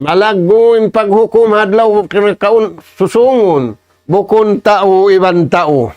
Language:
Tausug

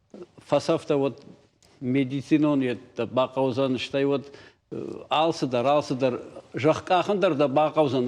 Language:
Ossetic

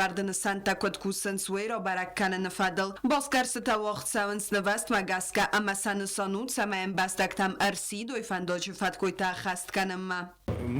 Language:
Ossetic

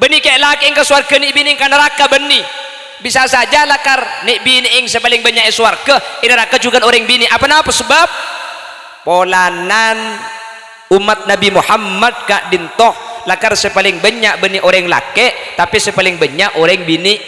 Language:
Madurese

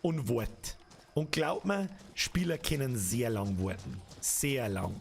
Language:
Bavarian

